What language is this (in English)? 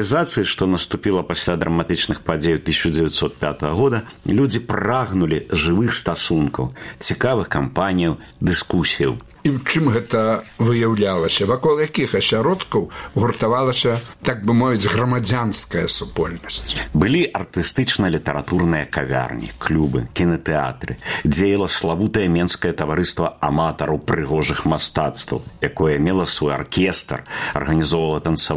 Belarusian